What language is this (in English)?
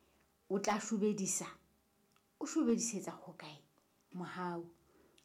Southern Sotho